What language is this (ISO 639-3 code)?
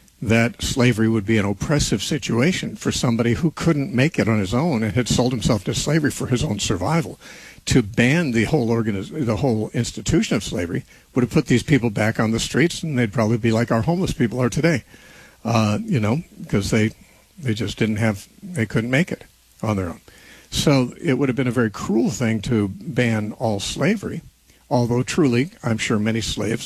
eng